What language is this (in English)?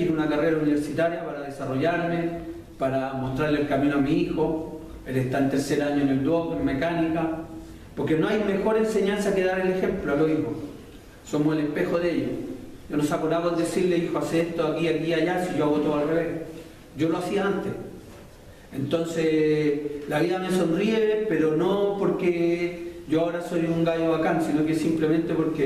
Spanish